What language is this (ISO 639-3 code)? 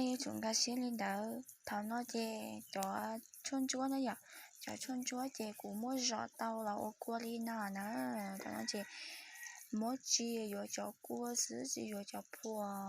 hmn